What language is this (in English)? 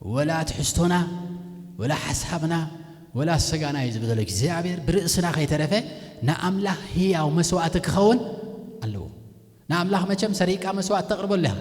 Tigrinya